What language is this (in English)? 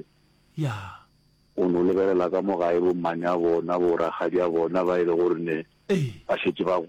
Northern Sotho